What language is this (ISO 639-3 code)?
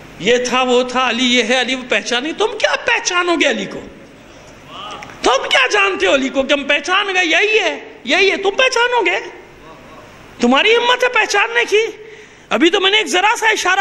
urd